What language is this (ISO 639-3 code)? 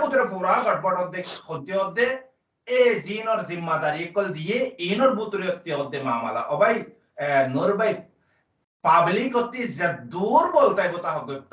rhg